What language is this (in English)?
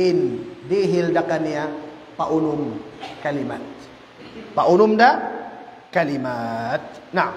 Tausug